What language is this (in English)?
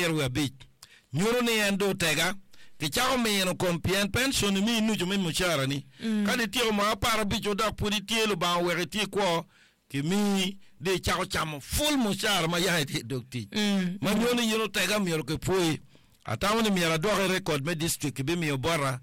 Acoli